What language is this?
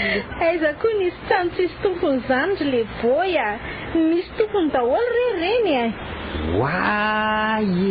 Malagasy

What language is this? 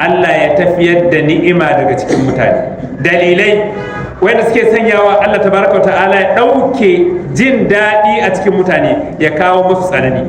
Hausa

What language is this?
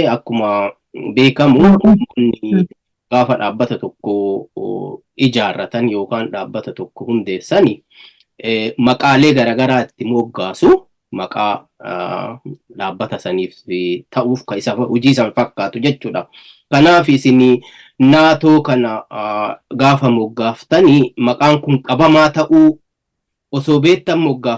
Oromo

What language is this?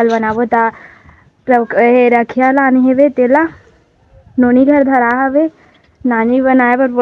Chhattisgarhi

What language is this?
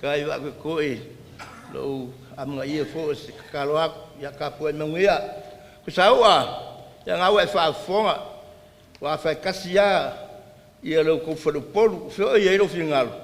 Samoan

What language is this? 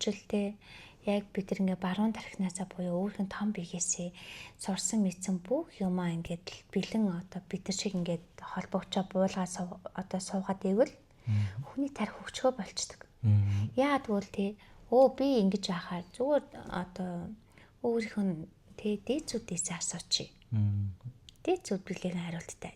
Mongolian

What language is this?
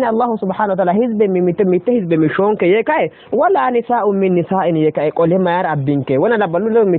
Sidamo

